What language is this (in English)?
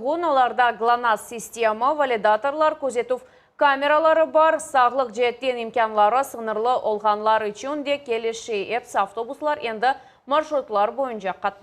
Crimean Tatar